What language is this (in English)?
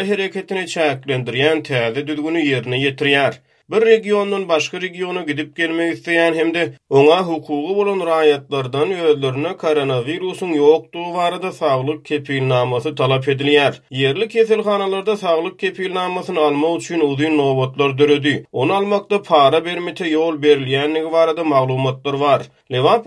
Turkmen